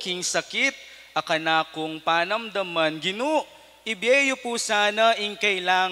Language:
Pampanga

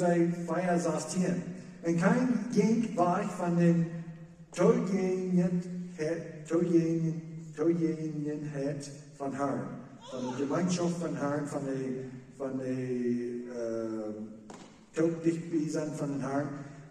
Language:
Plautdietsch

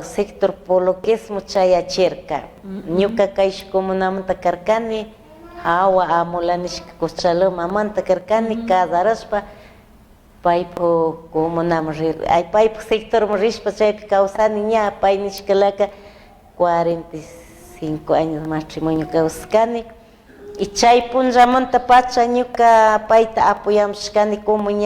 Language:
Chimborazo Highland Quichua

